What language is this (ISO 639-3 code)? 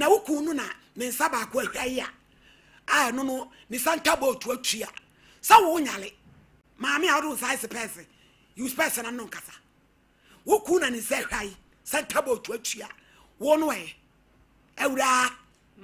aka